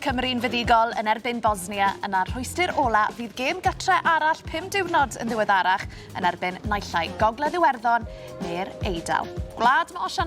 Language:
Welsh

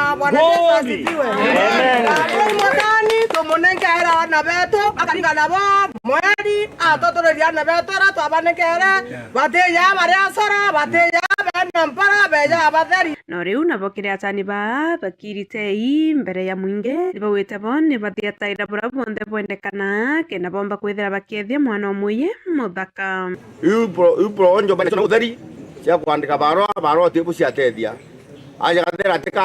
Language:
Meru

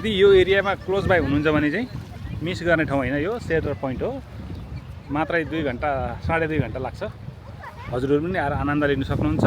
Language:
Nepali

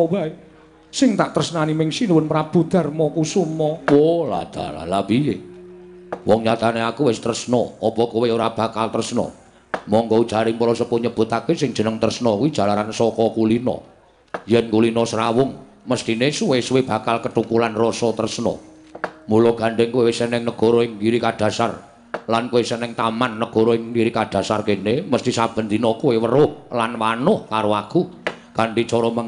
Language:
Javanese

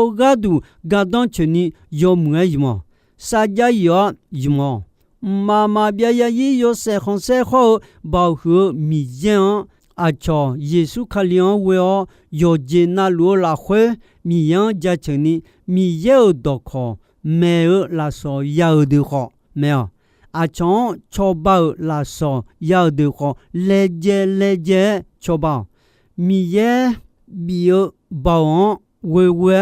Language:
Akha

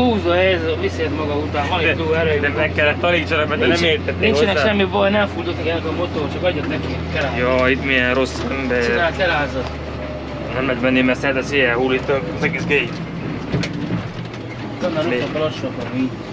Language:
Hungarian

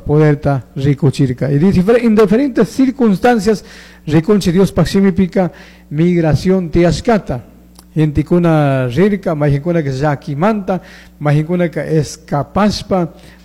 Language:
Chimborazo Highland Quichua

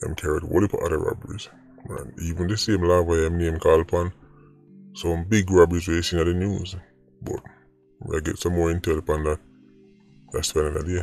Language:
Jamaican Creole English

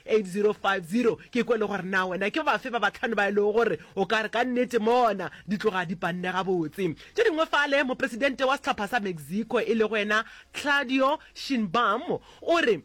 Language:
Northern Sotho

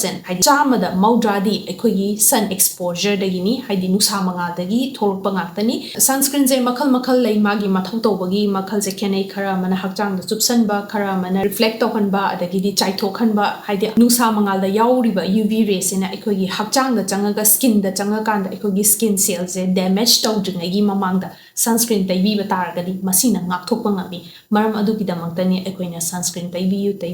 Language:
Manipuri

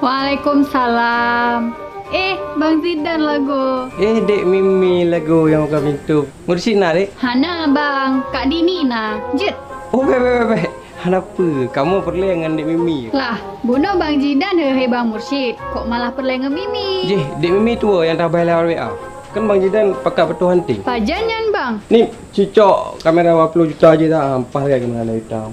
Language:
Achinese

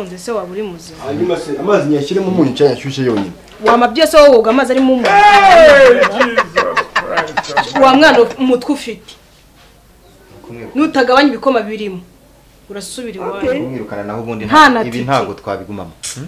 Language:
Kinyarwanda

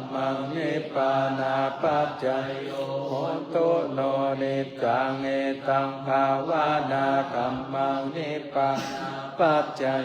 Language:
Pali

